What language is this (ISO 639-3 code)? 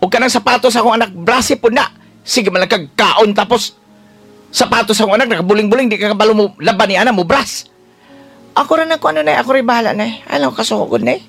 ceb